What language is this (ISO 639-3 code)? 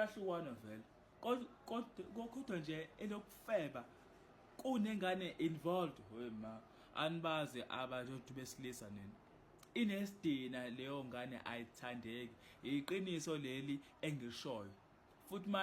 zul